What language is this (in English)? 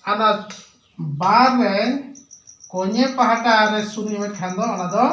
Santali